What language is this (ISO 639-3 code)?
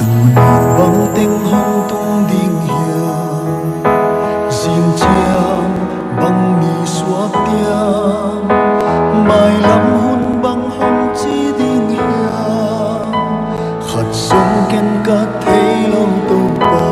pck